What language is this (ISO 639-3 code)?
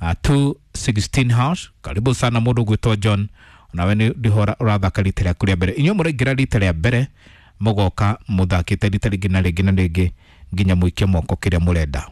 kik